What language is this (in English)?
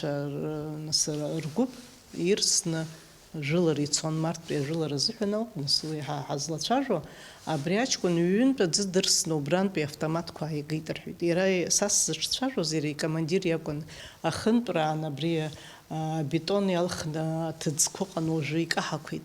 Abkhazian